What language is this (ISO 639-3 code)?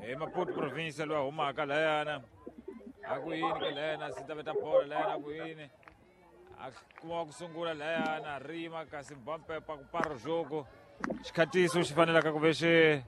tso